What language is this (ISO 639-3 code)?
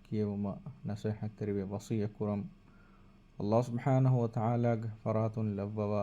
div